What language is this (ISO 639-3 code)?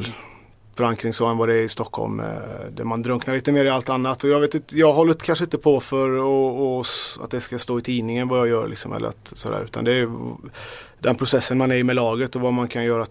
swe